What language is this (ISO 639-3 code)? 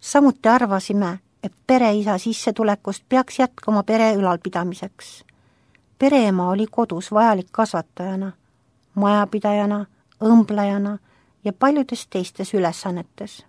est